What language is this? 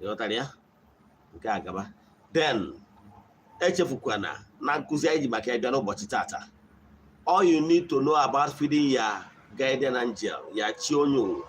Igbo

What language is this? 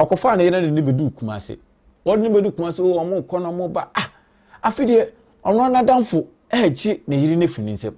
Akan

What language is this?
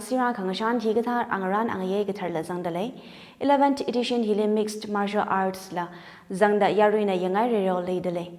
Tangkhul Naga (India)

